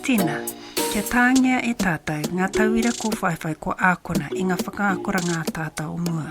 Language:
Māori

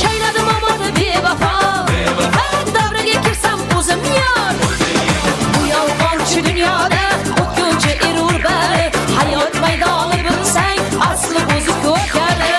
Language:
Kara-Kalpak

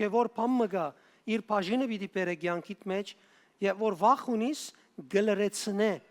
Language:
Western Armenian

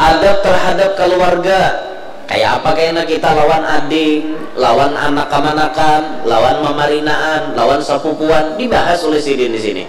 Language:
Banjar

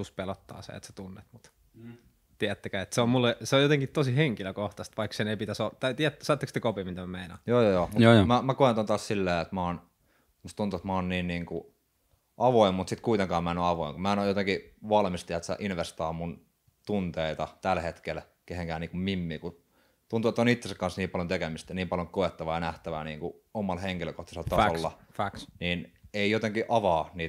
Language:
Finnish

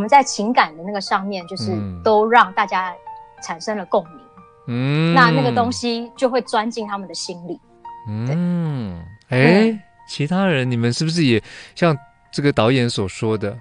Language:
Chinese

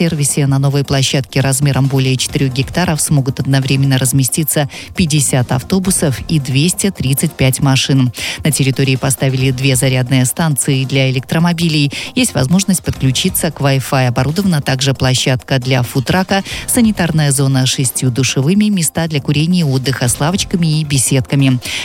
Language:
Russian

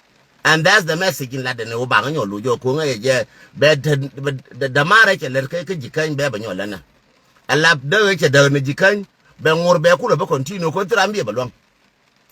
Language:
Nuer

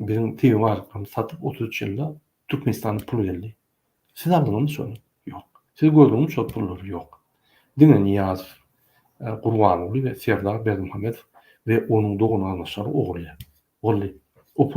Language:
Turkmen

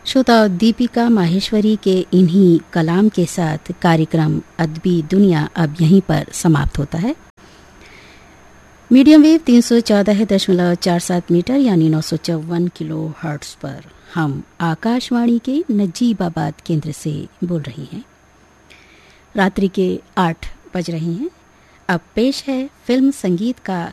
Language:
Hindi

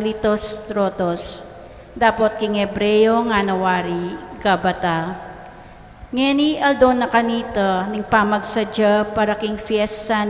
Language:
Pampanga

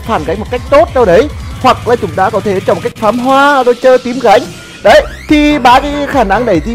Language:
Vietnamese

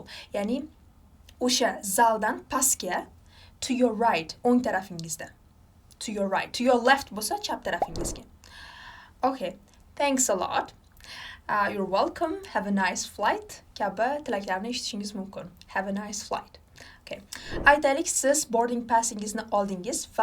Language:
Uzbek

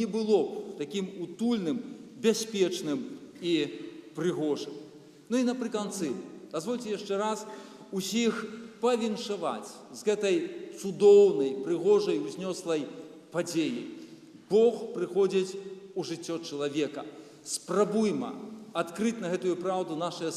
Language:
Belarusian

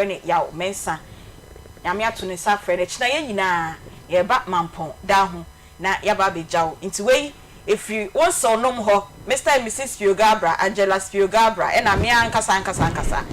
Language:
Akan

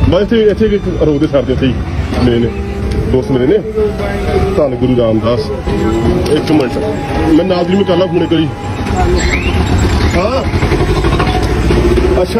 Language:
Punjabi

